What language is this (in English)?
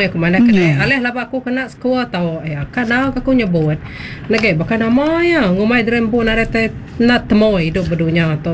Iban